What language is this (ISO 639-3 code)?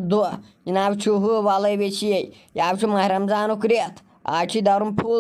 kas